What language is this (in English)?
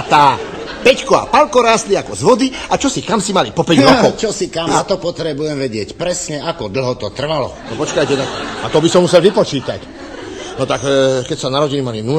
Slovak